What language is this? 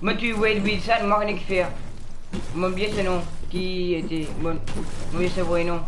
Morisyen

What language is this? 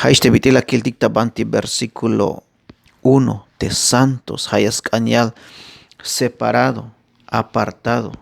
Tzeltal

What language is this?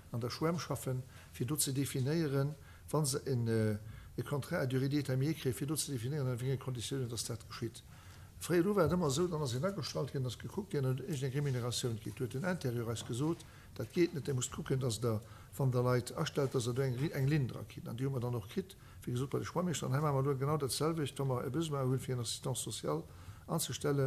Luxembourgish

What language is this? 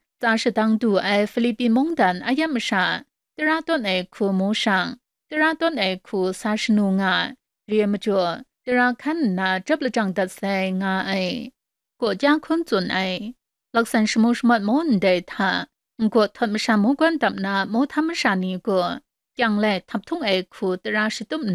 Kachin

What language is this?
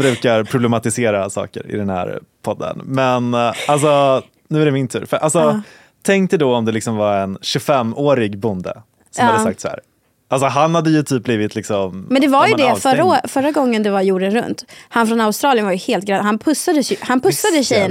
Swedish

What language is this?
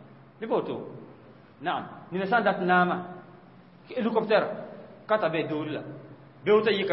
Mossi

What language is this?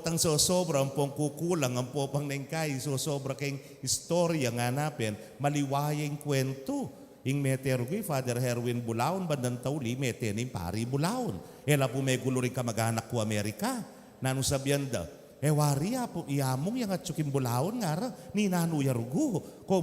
Pampanga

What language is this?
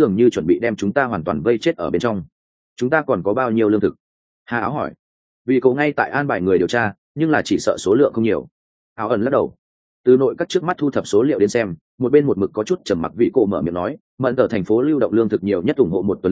Vietnamese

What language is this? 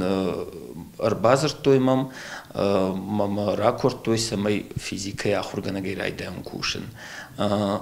Ossetic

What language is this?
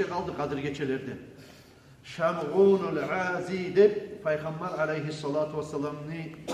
Kumyk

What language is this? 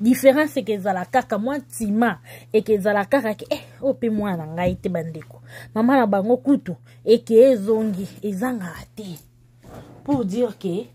Lingala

